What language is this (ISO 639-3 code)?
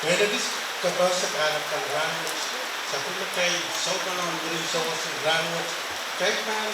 pon